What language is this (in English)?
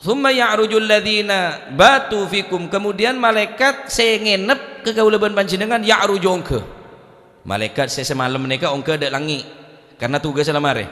Madurese